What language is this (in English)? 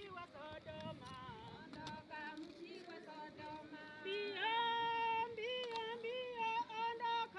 Gusii